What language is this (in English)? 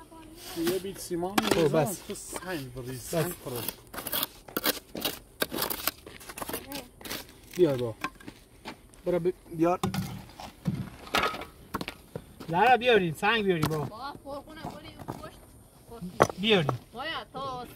Persian